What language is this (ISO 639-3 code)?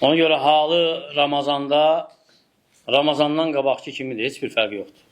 aze